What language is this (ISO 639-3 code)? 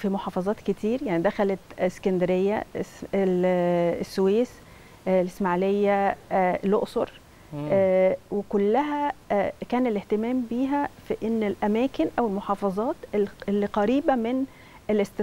arz